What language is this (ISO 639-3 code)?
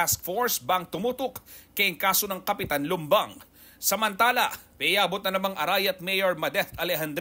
pam